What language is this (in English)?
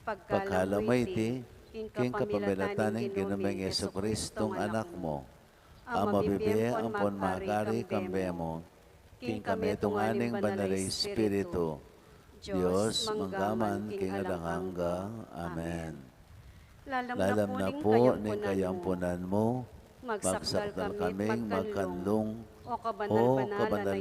Pampanga